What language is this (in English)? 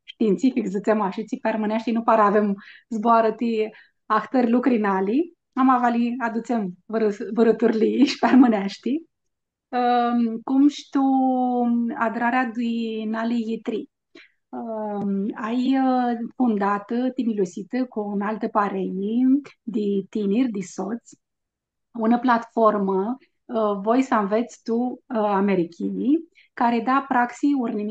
Aromanian